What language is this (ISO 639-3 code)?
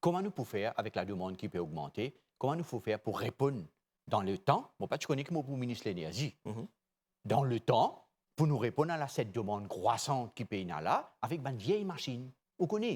mfe